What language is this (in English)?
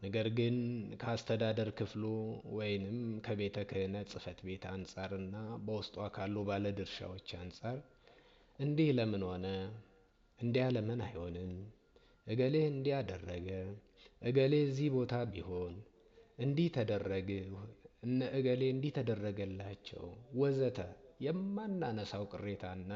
Amharic